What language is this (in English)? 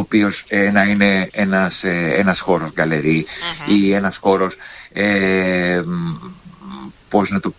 Greek